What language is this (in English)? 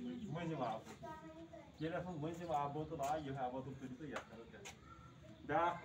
Kashmiri